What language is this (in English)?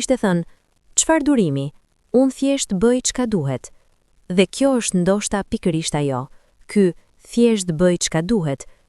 Albanian